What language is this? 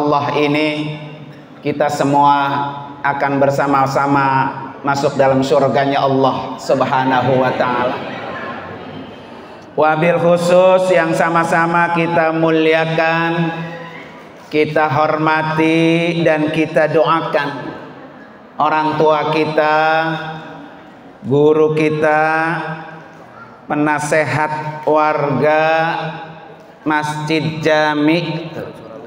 Indonesian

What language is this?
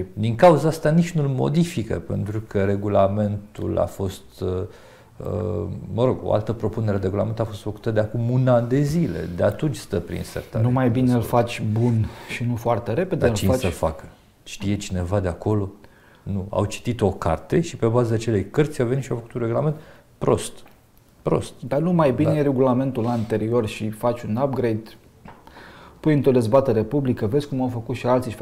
Romanian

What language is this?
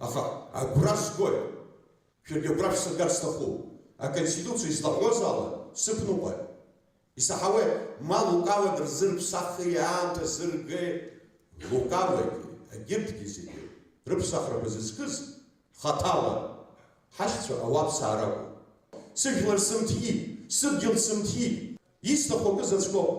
Abkhazian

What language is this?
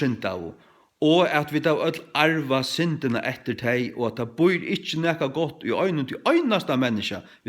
Faroese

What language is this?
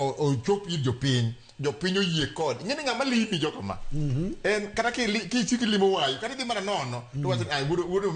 Luo (Kenya and Tanzania)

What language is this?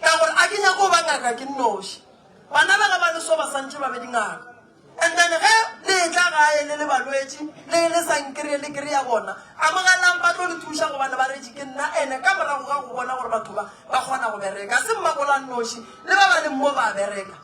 Northern Sotho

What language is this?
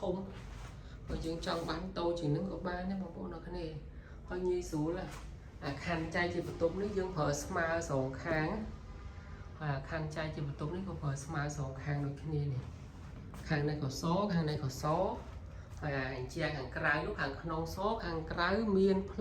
Khmer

